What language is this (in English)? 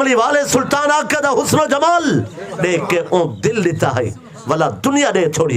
Saraiki